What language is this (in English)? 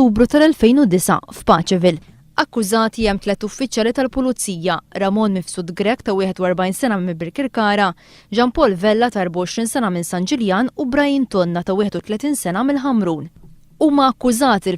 Maltese